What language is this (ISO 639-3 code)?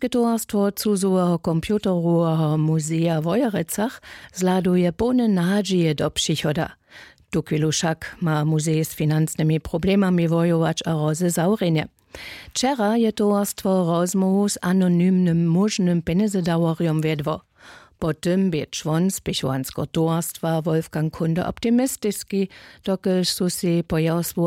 hsb